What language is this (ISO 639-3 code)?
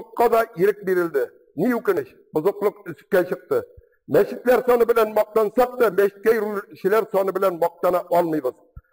tat